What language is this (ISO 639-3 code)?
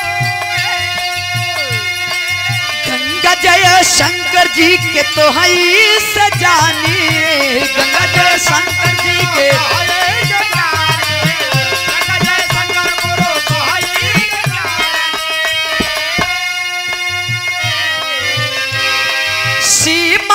bho